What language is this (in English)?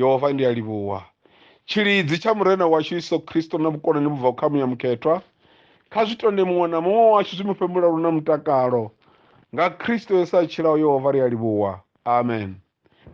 Venda